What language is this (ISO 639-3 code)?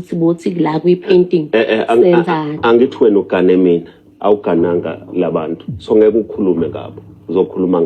zul